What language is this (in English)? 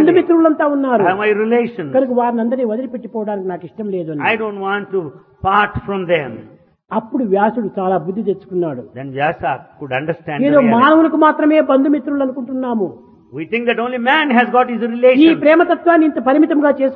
Telugu